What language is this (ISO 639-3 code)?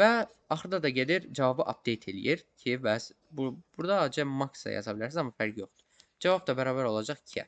aze